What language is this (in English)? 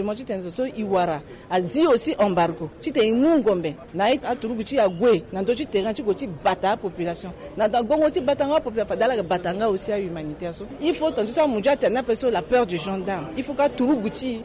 Sango